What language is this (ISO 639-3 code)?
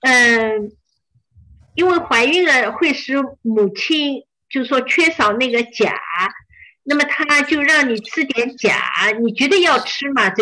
zho